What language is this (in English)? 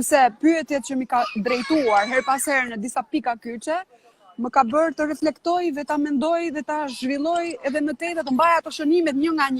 Albanian